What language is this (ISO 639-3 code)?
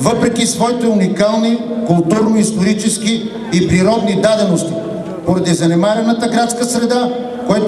bul